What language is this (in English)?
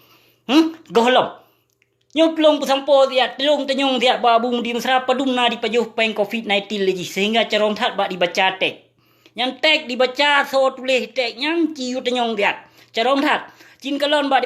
Achinese